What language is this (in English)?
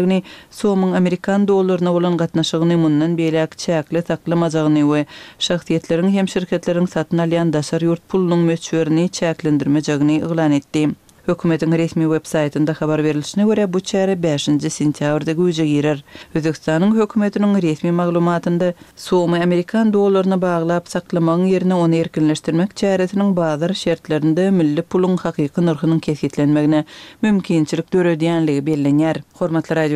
Turkmen